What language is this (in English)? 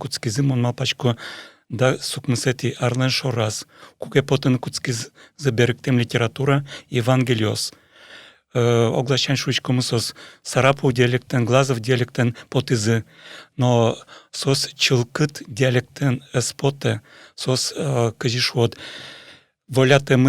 Udmurt